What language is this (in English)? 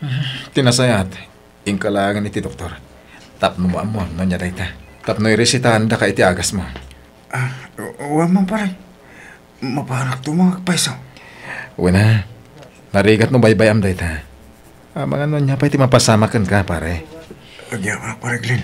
Iloko